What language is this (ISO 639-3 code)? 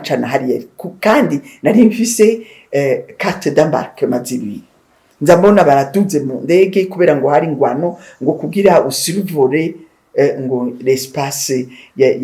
run